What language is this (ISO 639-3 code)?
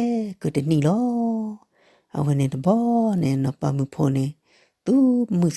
ksw